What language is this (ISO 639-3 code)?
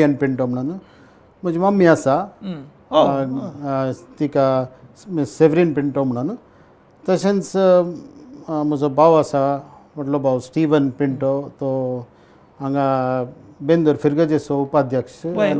kok